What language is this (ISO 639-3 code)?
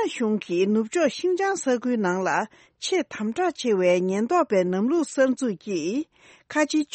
bod